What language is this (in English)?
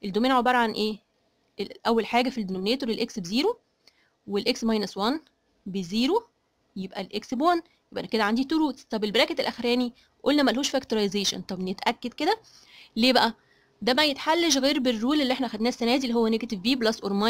Egyptian Arabic